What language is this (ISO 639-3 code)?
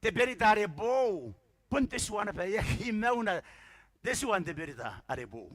gil